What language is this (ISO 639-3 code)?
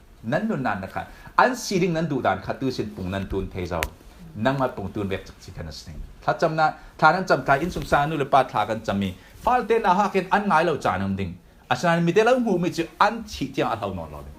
cfm